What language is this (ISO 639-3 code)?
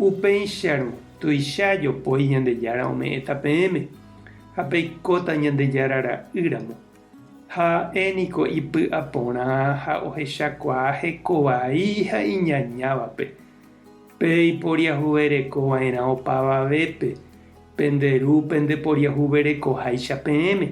grn